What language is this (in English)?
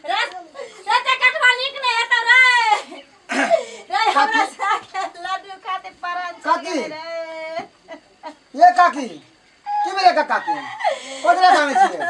Maithili